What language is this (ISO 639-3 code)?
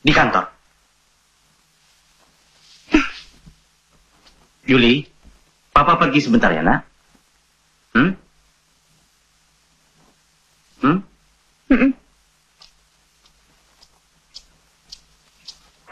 ind